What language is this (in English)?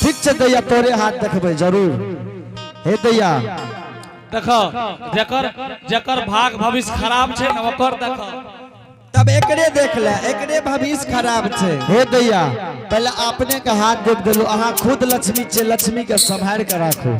Angika